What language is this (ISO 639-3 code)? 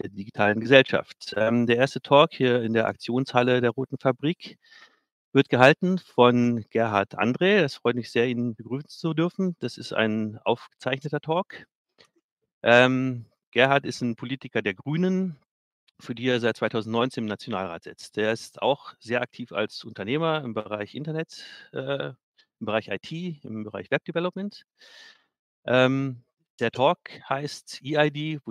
deu